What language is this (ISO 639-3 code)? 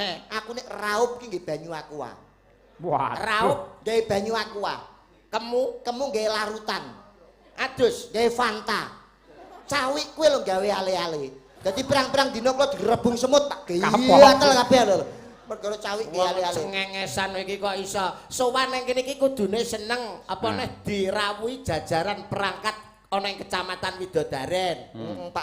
jav